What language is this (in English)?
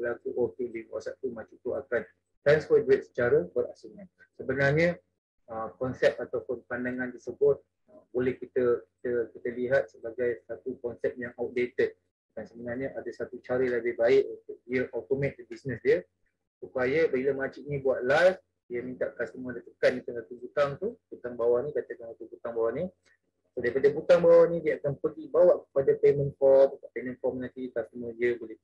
Malay